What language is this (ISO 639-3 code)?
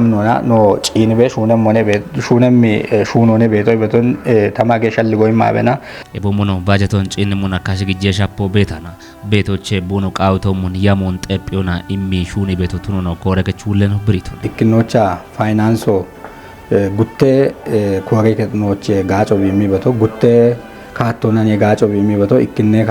kbr